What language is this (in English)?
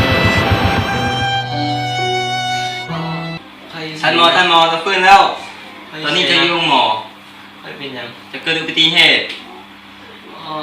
Lao